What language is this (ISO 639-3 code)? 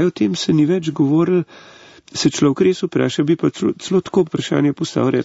slv